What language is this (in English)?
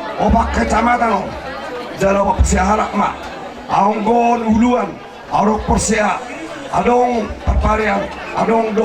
Batak Toba